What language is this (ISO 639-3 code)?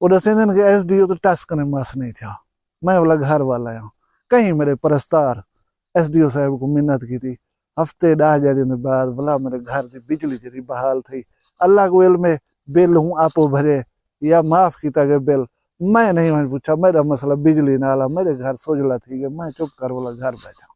skr